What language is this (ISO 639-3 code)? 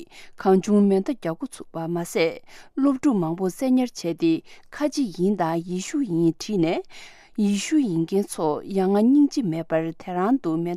bod